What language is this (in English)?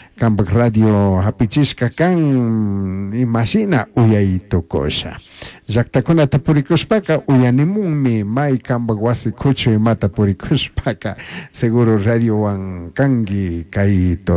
Chimborazo Highland Quichua